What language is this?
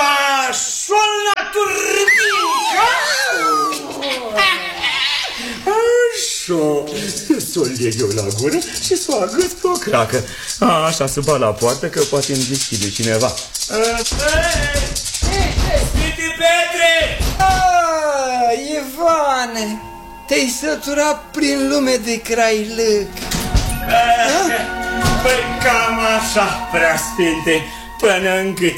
Romanian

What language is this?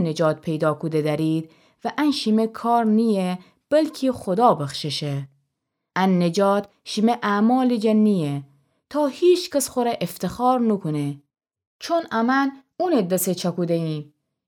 Gilaki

